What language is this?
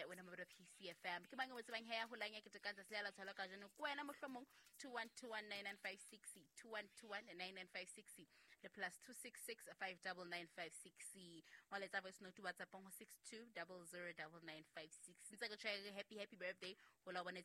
Southern Sotho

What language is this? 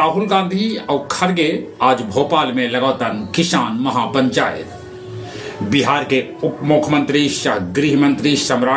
Magahi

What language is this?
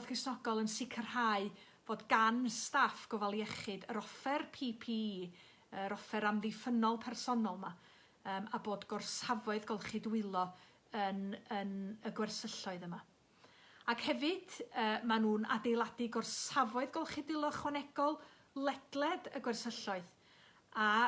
Welsh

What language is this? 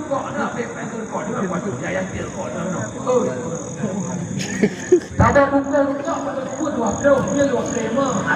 Achinese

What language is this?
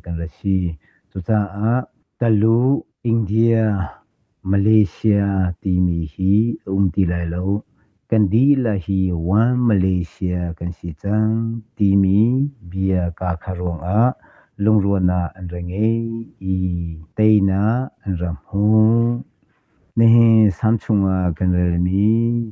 Hakha Chin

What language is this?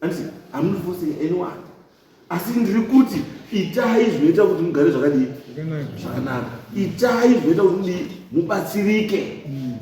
Shona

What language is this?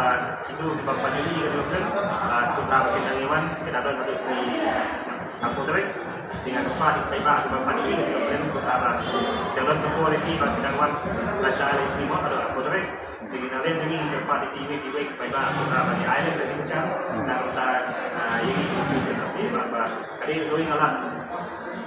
Khasi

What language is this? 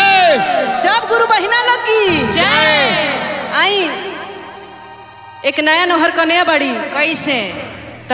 Bhojpuri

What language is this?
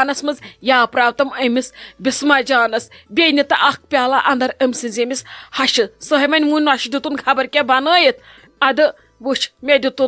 Kashmiri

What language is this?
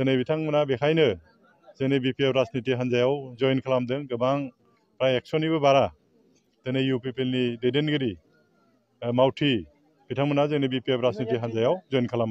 Bodo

